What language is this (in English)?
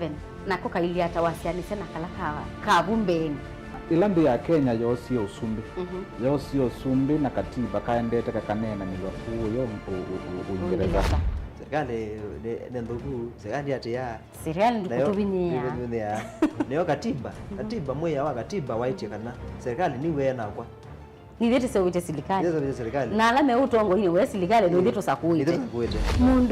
Kamba